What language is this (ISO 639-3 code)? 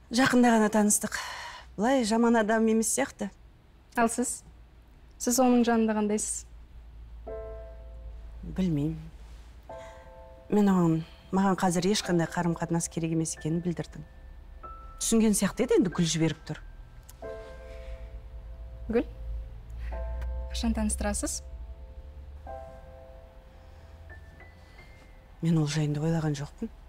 kaz